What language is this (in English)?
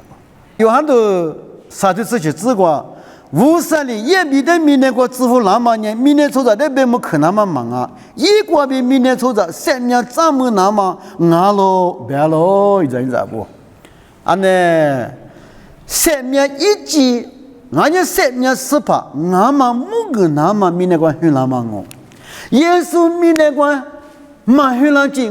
Lisu